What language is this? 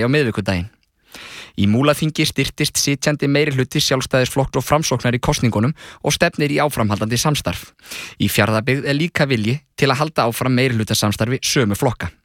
Icelandic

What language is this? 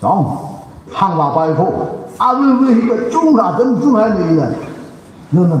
Tangkhul Naga (India)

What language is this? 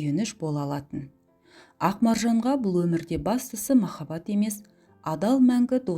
Kazakh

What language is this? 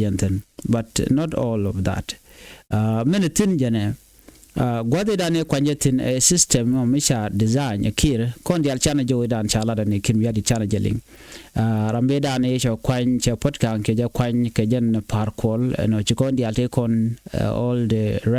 Nuer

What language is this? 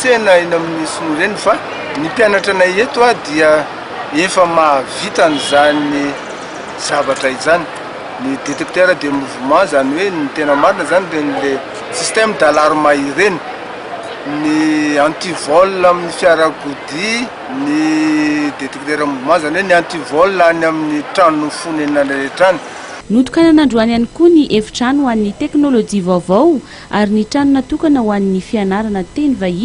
Malagasy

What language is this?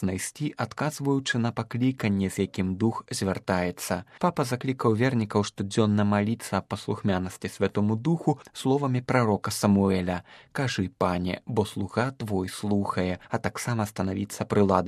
Belarusian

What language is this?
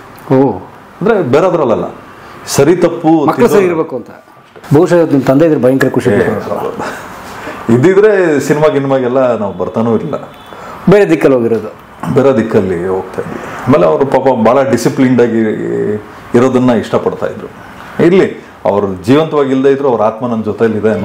Kannada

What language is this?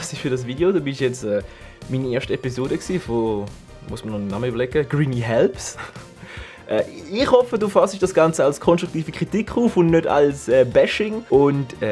Swiss German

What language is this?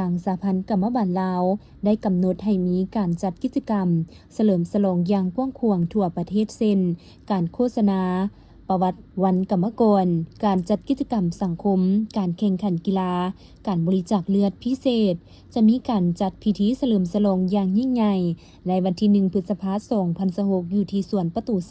Lao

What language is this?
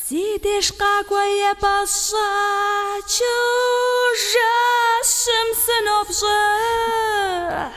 Kabardian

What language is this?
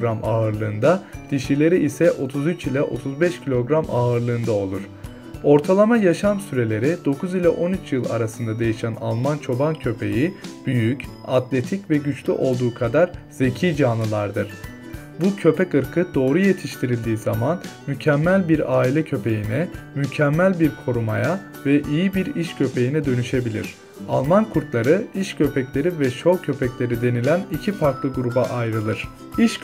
Turkish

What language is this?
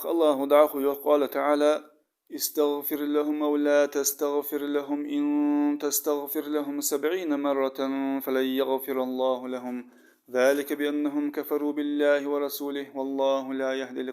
Ingush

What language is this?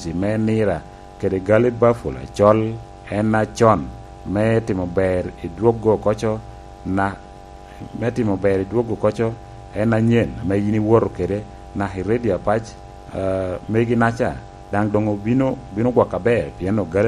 Lango (Uganda)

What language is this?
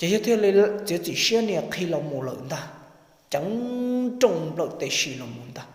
Hmong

